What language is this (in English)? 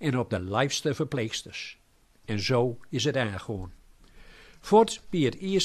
Gronings